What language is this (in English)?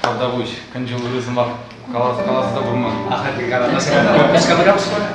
Chuvash